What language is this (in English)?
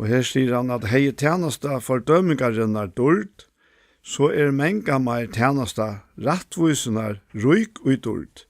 Faroese